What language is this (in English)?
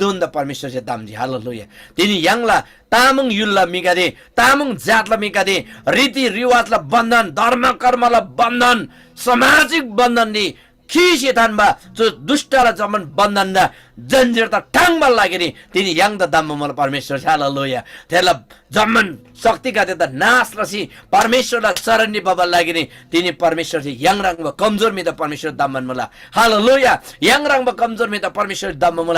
Eastern Tamang